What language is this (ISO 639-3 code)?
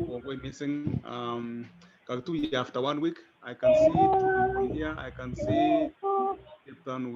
kln